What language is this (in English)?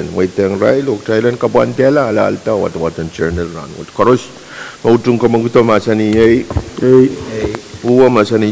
Pohnpeian